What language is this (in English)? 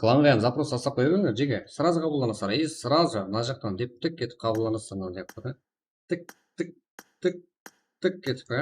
Kara-Kalpak